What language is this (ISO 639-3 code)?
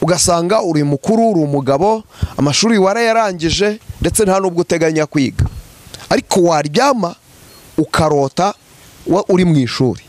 kin